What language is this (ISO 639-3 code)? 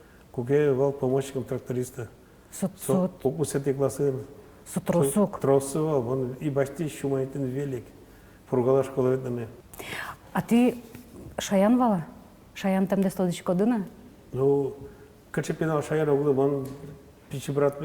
udm